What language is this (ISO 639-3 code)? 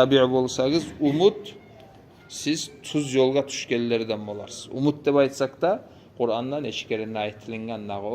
kum